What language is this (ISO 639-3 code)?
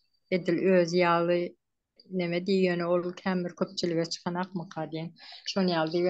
tuk